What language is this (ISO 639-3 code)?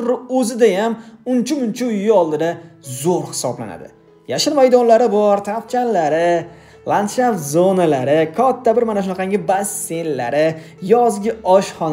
uzb